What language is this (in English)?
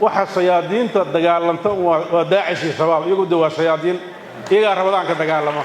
Somali